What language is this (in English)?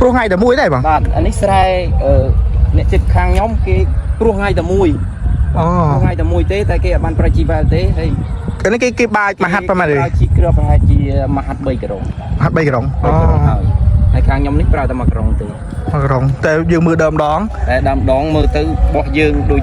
Khmer